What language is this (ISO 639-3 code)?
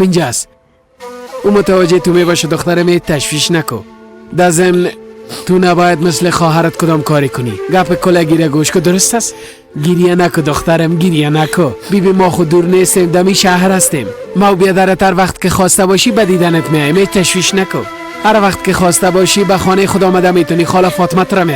fas